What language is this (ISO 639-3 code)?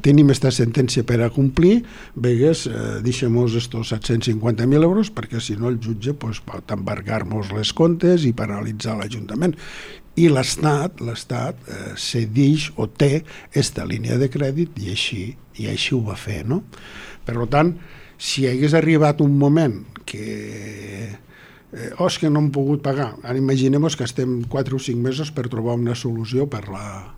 cat